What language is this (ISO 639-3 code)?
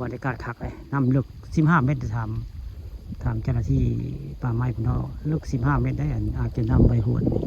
tts